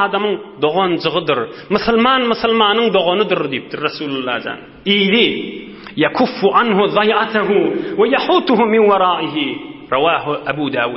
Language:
Turkmen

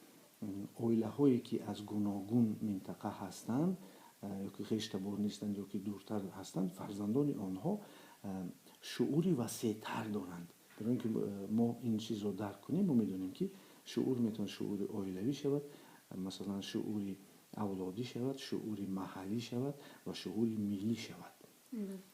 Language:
Tajik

